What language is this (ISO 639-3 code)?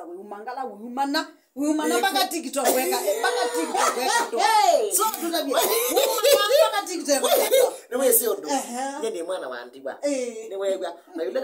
kam